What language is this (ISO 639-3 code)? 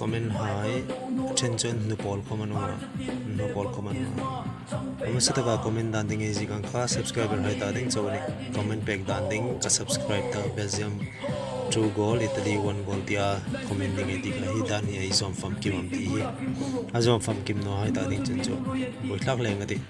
hmr